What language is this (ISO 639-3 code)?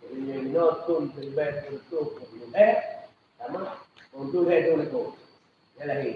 ace